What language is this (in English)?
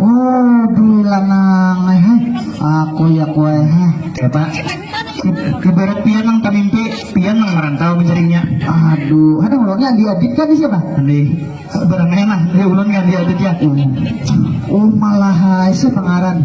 Banjar